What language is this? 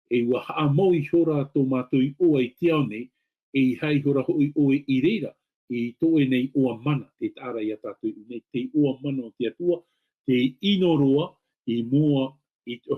Tahitian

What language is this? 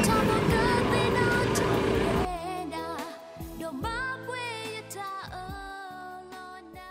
S'gaw Karen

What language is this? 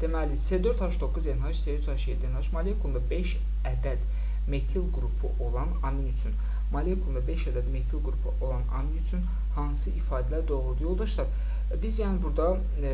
Azerbaijani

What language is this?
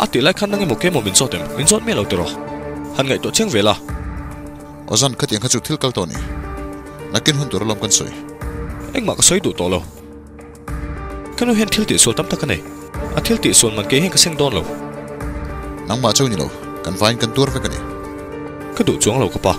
Mizo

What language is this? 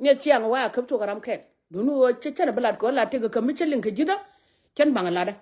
Nuer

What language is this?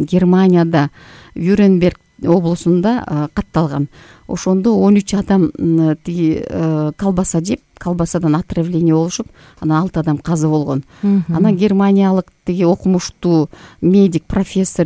Kyrgyz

